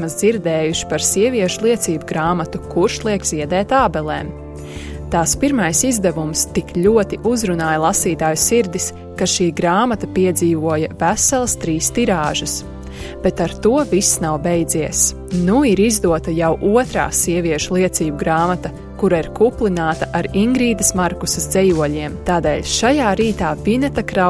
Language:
Latvian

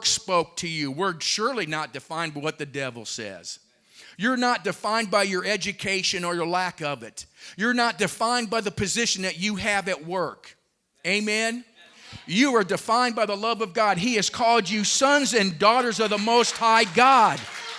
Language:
English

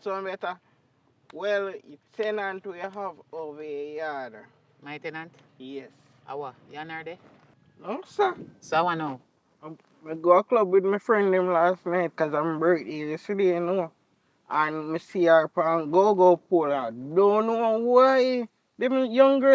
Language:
Jamaican Creole English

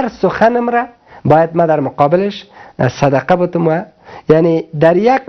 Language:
Persian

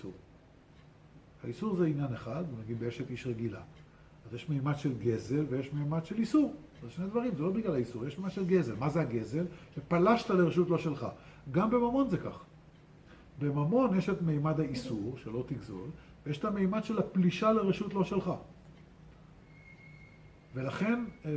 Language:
Hebrew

